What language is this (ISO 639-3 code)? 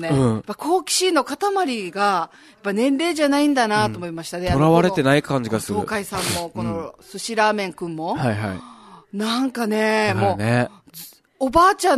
jpn